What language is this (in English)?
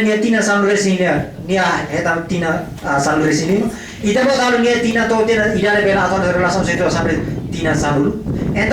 Tetum